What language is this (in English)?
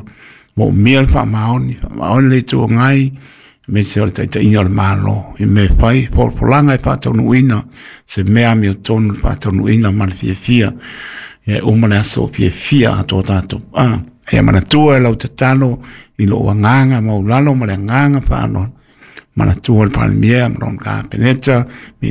Samoan